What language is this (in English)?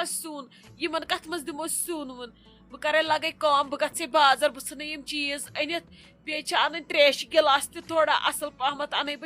Kashmiri